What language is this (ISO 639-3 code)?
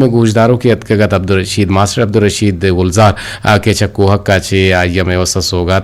bgp